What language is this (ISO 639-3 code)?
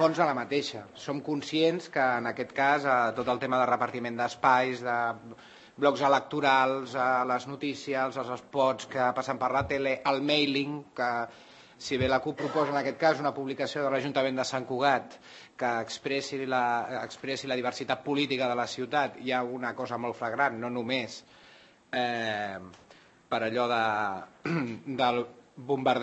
cat